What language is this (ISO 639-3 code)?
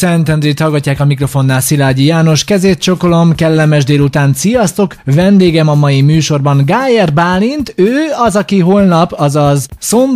hun